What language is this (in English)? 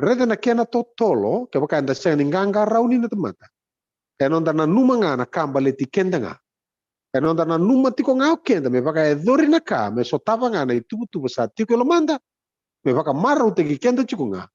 Fijian